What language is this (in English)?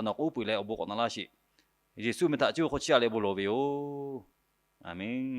Lahu